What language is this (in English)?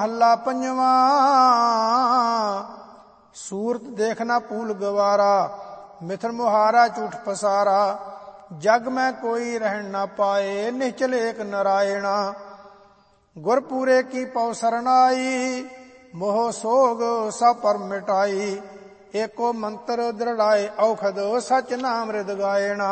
Punjabi